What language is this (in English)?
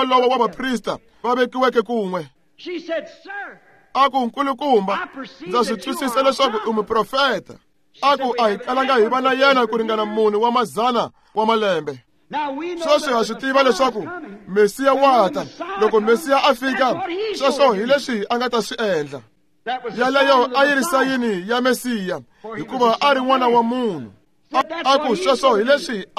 Tsonga